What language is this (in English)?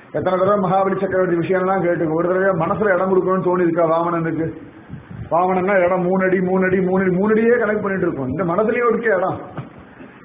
Tamil